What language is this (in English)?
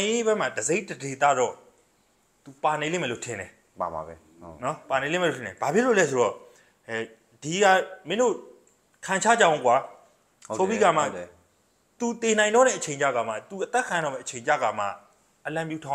Burmese